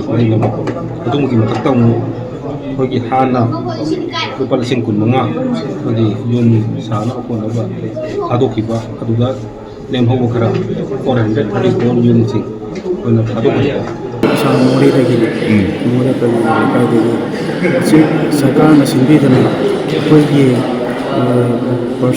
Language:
Manipuri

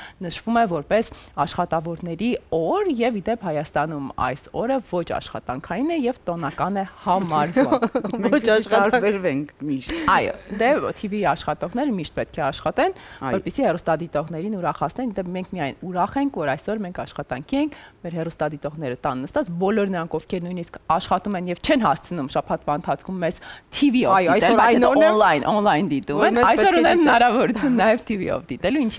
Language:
Armenian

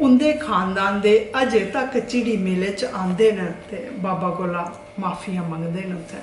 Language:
Dogri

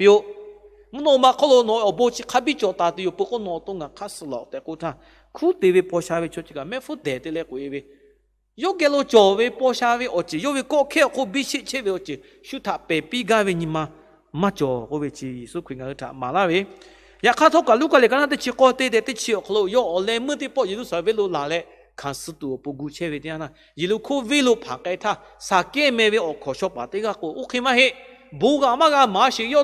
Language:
Lahu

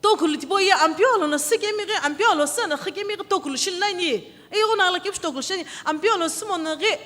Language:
Sumi Naga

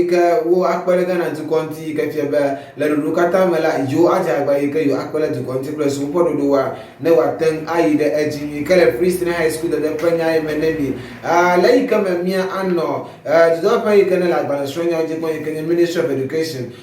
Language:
Ewe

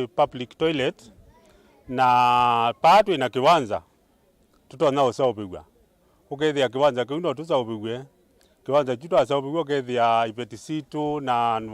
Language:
Kamba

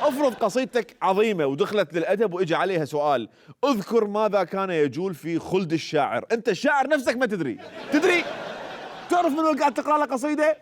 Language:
Mesopotamian Arabic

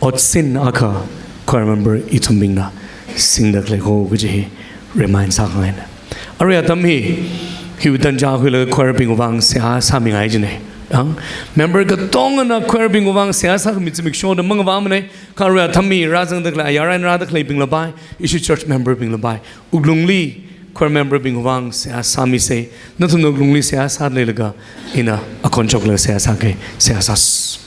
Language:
Tangkhul Naga (India)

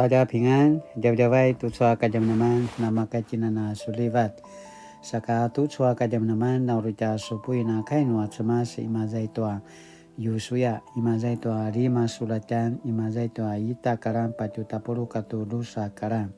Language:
Paiwan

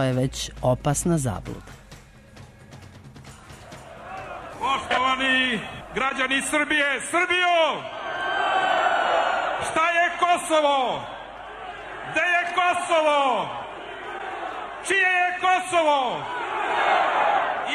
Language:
Serbian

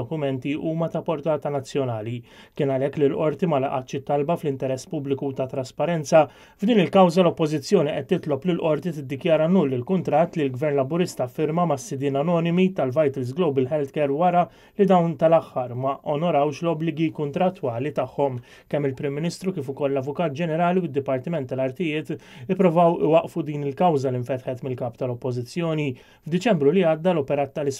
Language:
Maltese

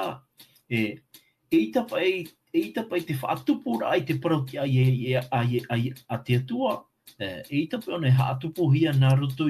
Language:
Tahitian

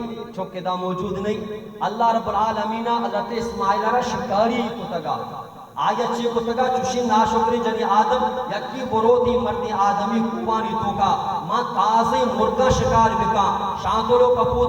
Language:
Baluchi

